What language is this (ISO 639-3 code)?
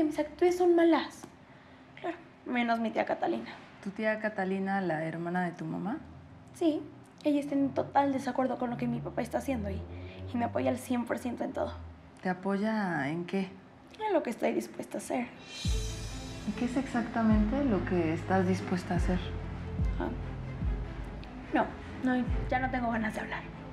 spa